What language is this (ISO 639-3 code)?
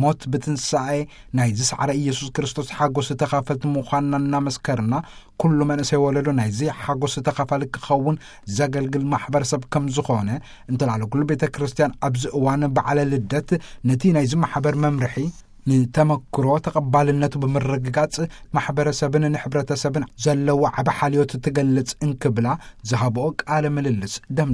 tir